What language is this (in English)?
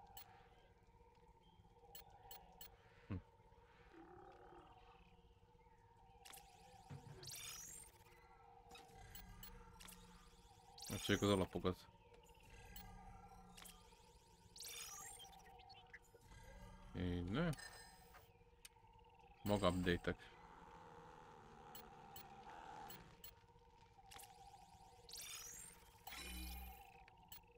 Hungarian